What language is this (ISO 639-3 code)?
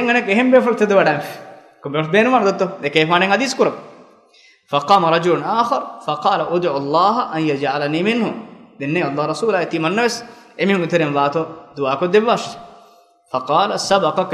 div